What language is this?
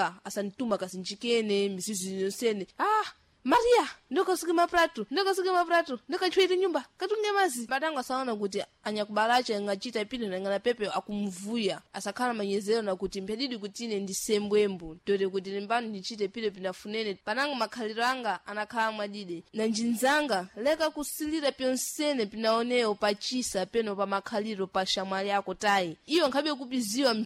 Sena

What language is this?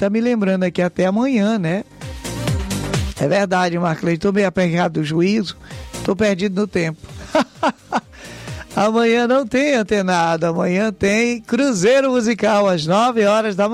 Portuguese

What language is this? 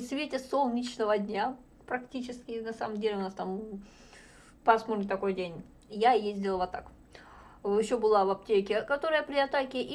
Russian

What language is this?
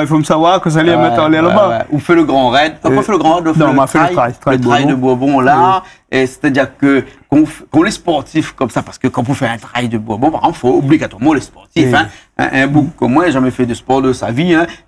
Réunion Creole French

